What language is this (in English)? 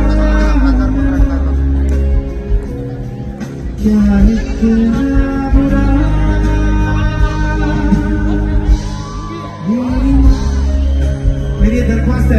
Hindi